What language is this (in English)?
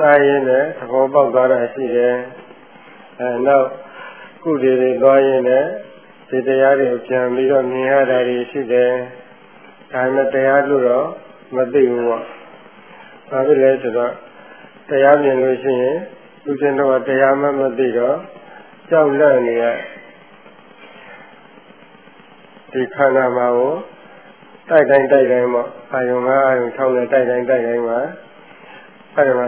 Burmese